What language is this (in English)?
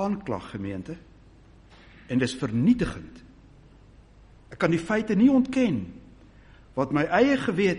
Afrikaans